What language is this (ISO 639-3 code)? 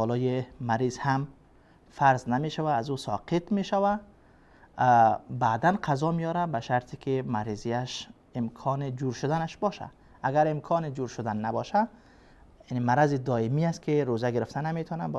fas